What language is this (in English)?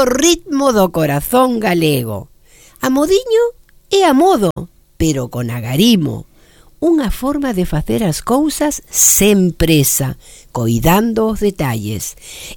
Galician